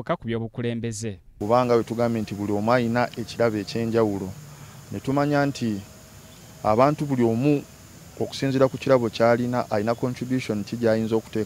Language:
Ganda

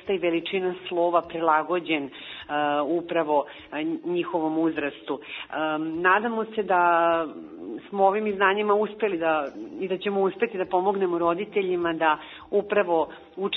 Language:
Serbian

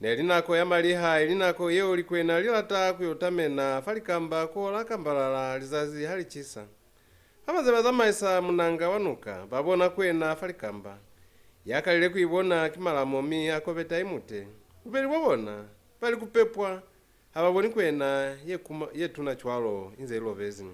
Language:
Lozi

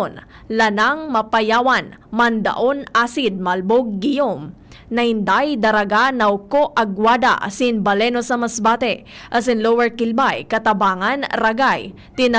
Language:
Bikol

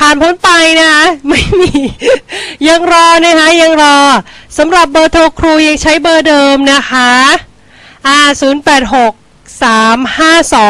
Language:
Thai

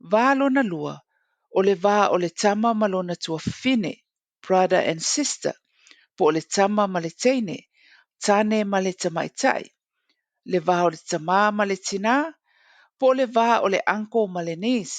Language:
Samoan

